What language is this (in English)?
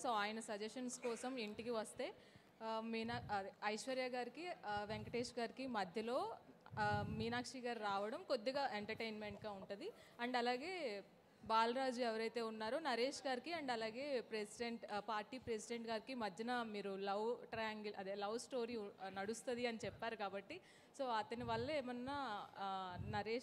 Telugu